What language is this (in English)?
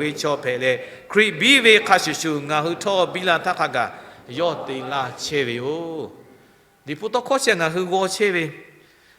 Lahu